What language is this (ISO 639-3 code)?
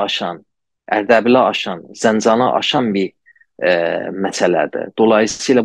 azb